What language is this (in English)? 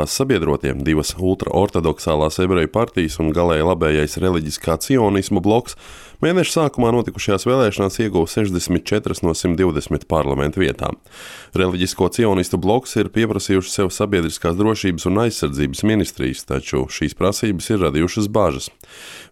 Latvian